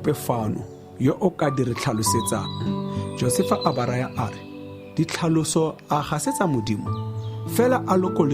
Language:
Tswana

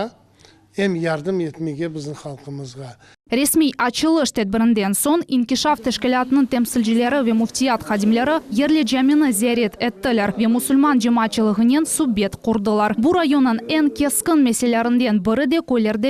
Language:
Crimean Tatar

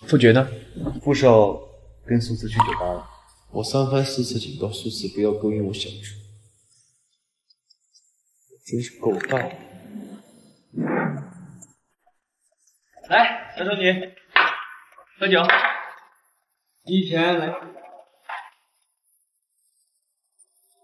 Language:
Chinese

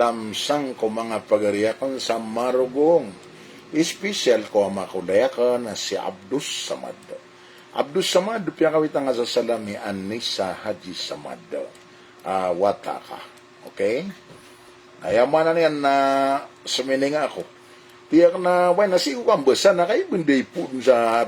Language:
Maranao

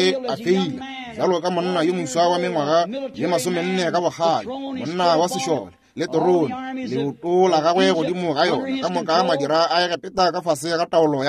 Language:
Northern Sotho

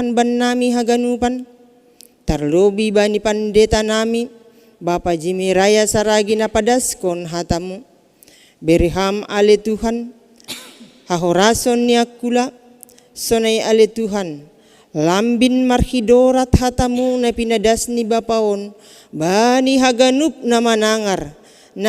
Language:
Batak Simalungun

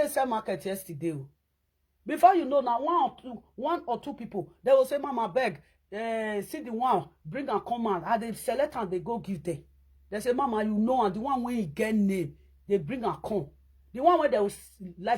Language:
Nigerian Pidgin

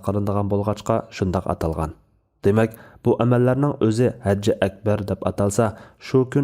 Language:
Uyghur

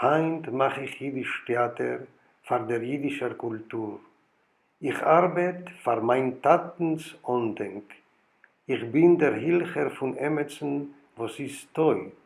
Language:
Yiddish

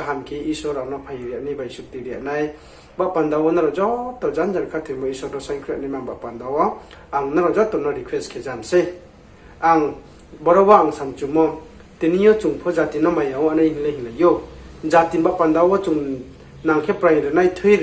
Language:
Riang (India)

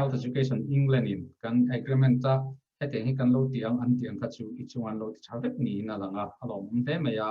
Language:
Mizo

